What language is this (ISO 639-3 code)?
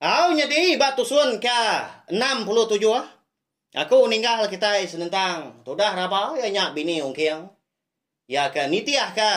iba